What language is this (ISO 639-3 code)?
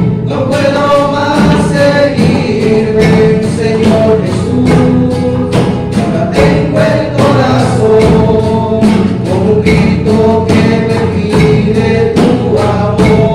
spa